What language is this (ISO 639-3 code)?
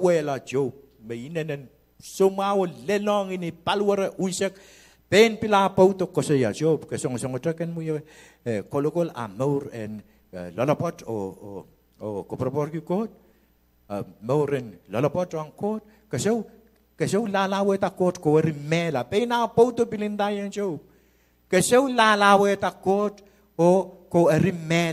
pon